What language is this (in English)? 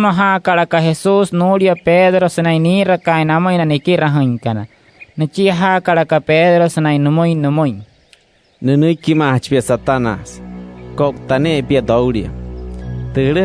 Wayuu